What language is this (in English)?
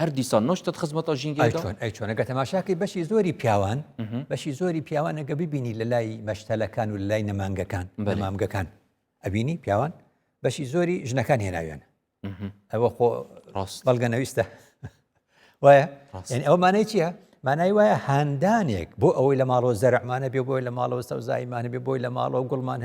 Central Kurdish